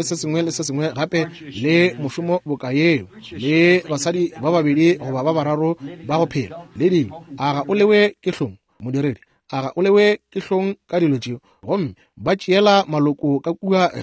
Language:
Northern Sotho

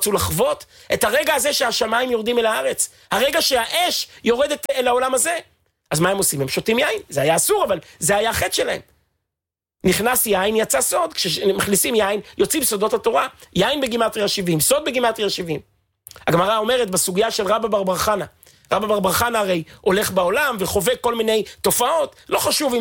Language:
Hebrew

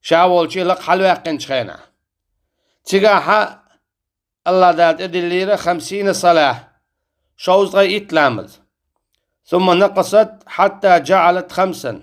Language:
Chechen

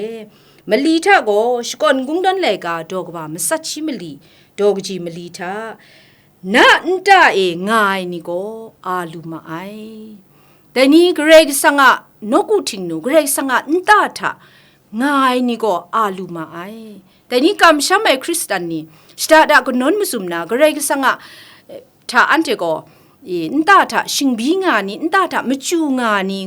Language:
Kachin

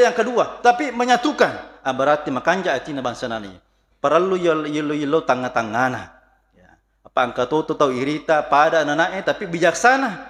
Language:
Buginese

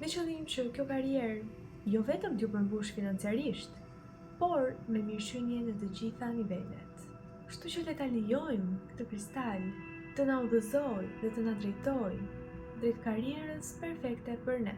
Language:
Albanian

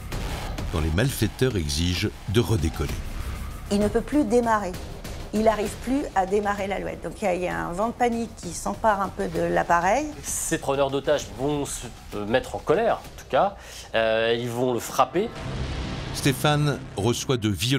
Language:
French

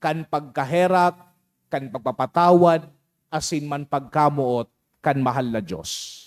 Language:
Bikol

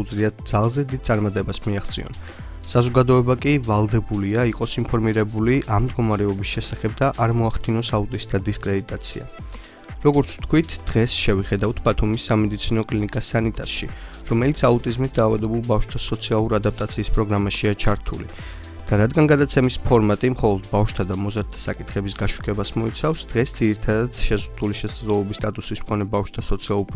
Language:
Georgian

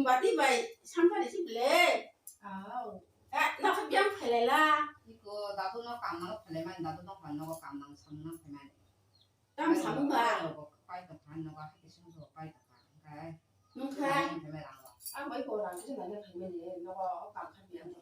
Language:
Kok Borok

